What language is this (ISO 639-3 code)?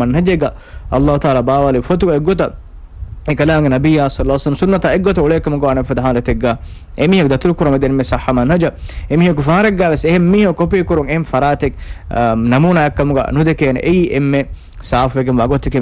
div